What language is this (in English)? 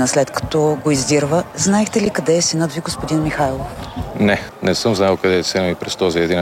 Bulgarian